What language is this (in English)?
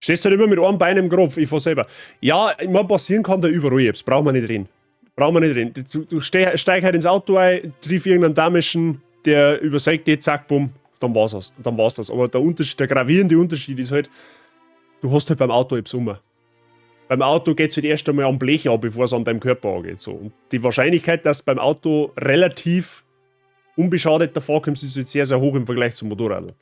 Bavarian